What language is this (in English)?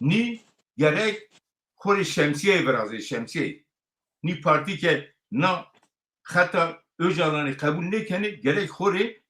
Zaza